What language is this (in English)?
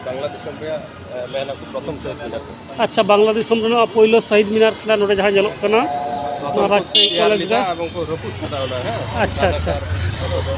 Santali